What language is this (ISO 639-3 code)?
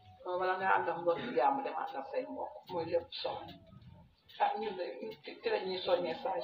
wol